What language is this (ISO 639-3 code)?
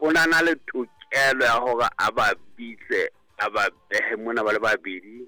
sot